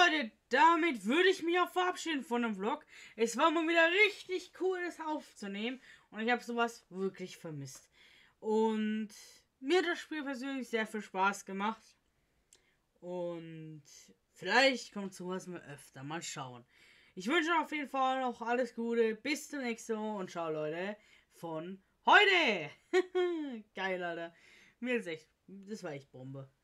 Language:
German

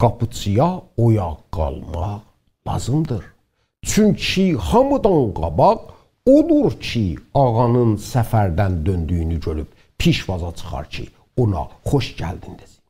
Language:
South Azerbaijani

